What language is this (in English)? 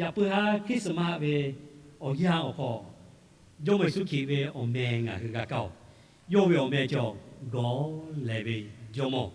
Lahu